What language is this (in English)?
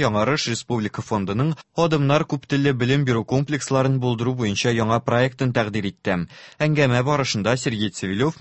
Tatar